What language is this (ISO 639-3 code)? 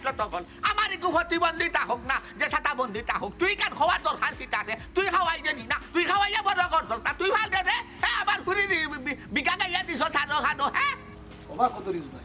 syl